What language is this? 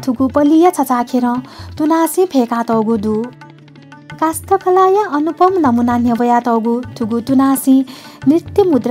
Newari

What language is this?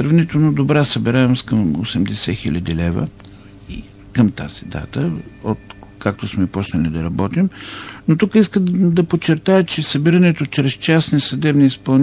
Bulgarian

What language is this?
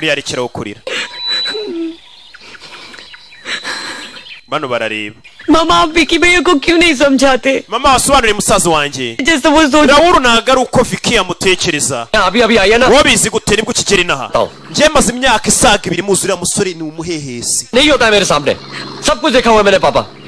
Kinyarwanda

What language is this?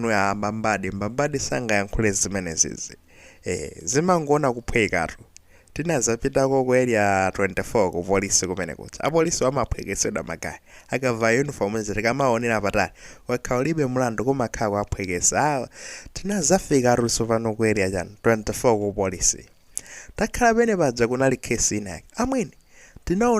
Nyanja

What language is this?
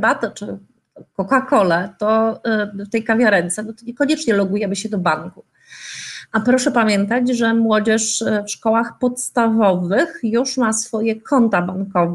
Polish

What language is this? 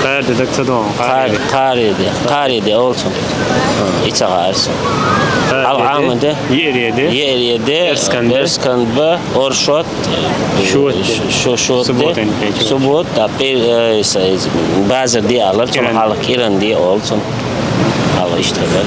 Chechen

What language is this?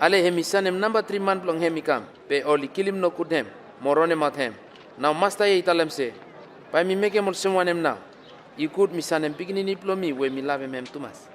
Bislama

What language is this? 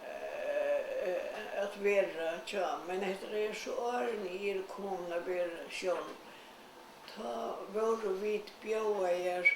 Faroese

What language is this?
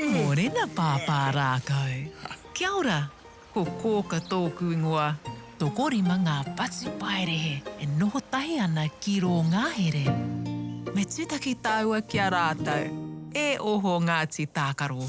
Māori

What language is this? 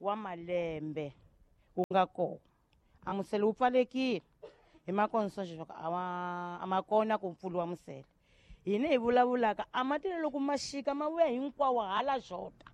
Tsonga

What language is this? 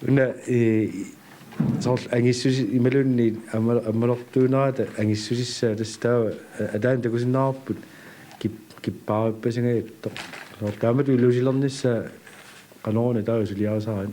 Kalaallisut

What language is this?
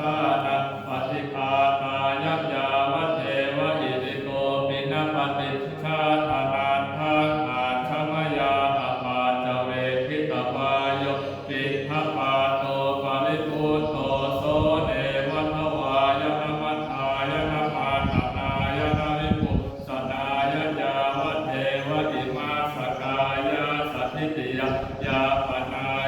Pali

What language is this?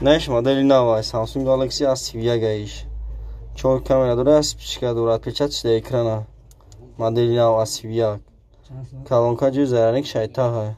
Tajik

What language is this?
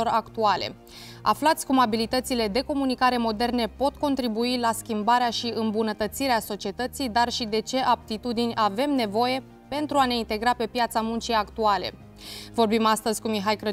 Romanian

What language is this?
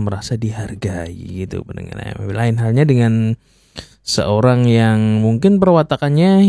Indonesian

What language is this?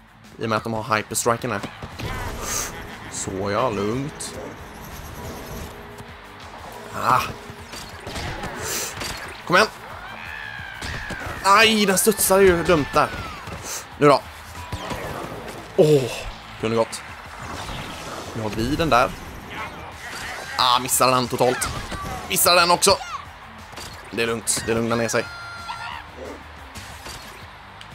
Swedish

